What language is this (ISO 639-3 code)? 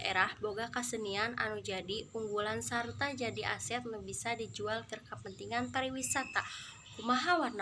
sun